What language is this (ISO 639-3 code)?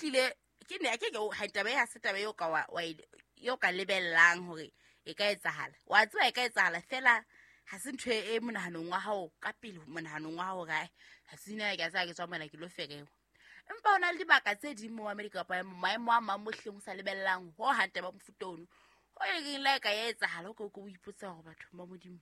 sot